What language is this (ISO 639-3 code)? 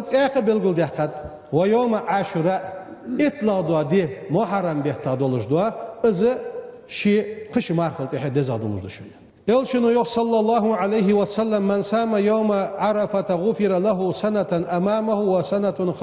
inh